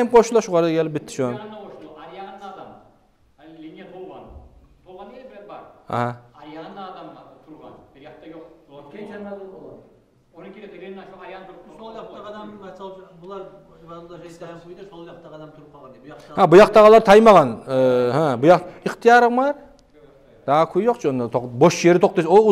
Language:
Kumyk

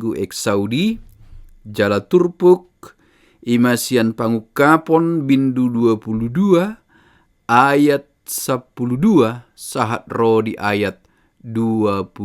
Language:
Batak Toba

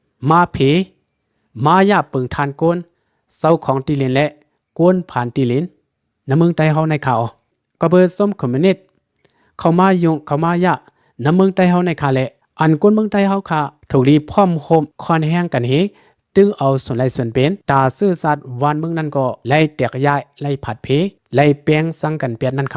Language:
Shan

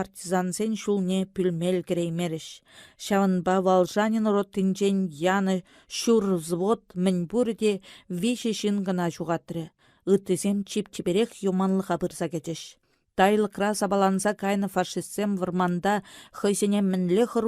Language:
Chuvash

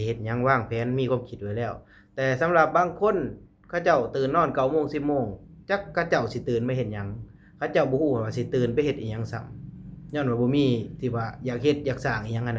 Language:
Lao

